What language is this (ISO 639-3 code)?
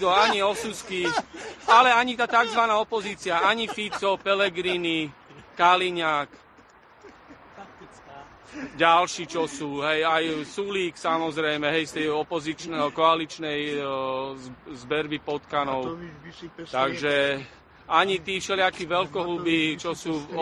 slk